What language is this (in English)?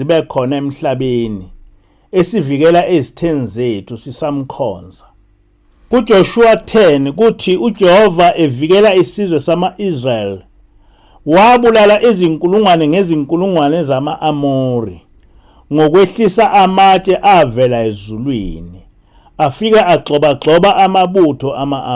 Zulu